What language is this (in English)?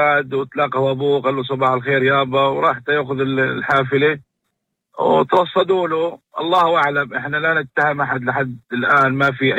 North Levantine Arabic